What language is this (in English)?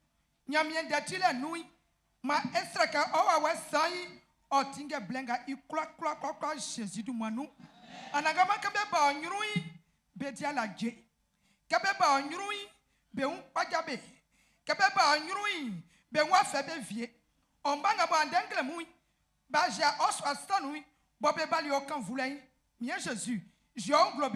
Baoulé